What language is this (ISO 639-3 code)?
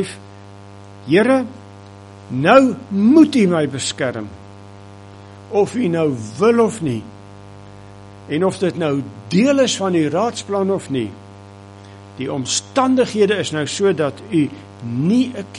afr